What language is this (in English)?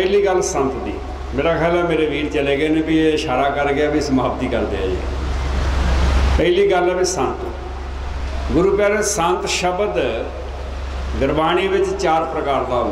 Punjabi